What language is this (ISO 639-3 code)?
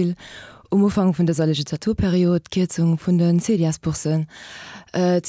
ltz